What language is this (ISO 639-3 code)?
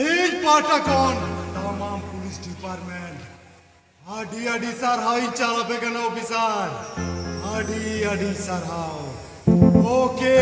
sat